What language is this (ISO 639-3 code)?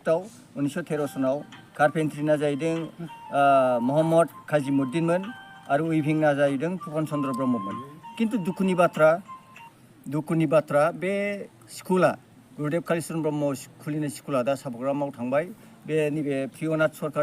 brx